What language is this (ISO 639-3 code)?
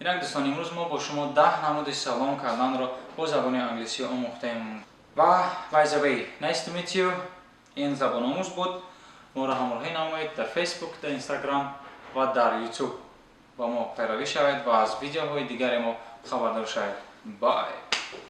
tgk